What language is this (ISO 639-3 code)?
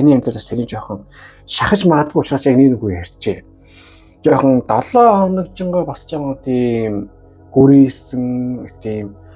mon